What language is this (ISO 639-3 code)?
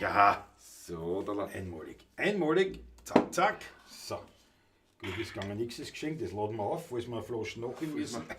bar